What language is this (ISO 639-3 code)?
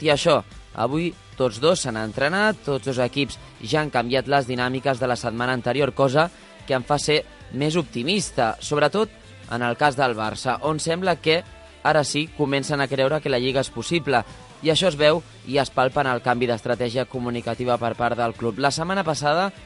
cat